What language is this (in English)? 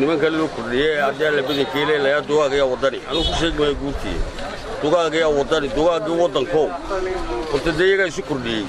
Somali